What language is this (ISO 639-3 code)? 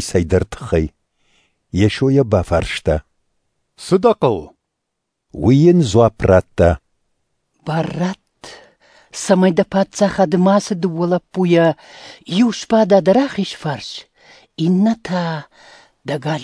oss